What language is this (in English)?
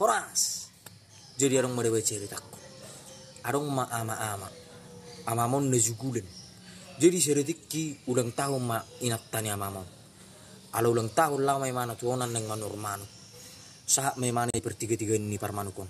Batak Toba